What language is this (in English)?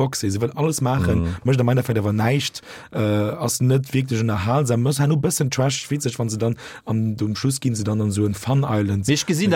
Luxembourgish